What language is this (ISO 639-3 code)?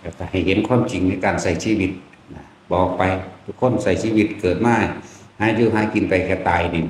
lao